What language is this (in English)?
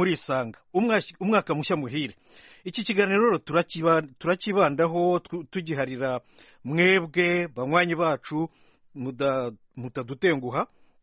Kinyarwanda